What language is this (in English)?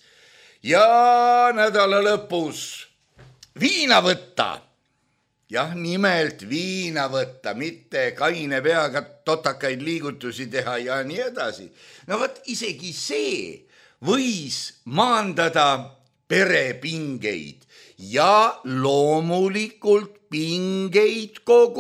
Estonian